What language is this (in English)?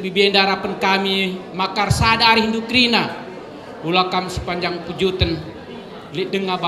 Batak Karo